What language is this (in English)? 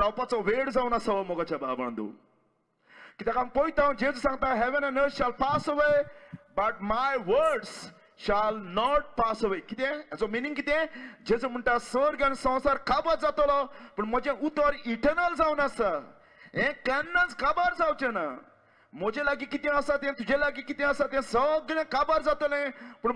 Konkani